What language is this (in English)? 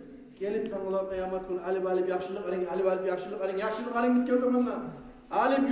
Kumyk